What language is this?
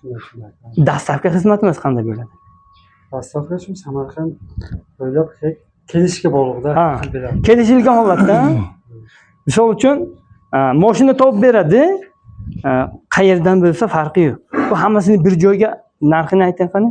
Uzbek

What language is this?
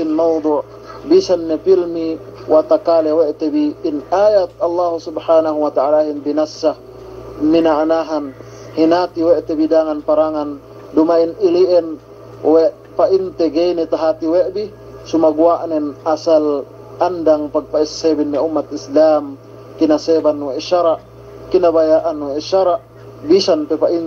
Yakan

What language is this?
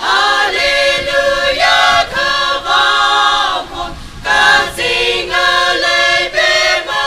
Tangkhul Naga (India)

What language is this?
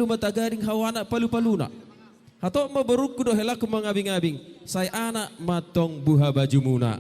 Batak Toba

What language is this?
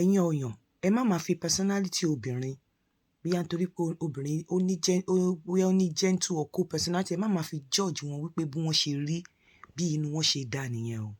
Yoruba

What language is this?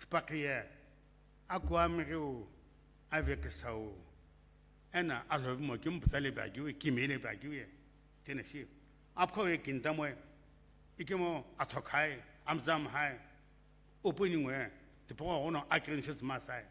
Sumi Naga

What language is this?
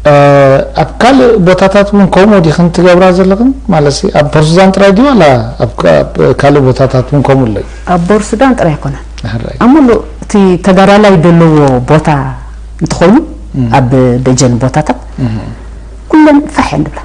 Tigrinya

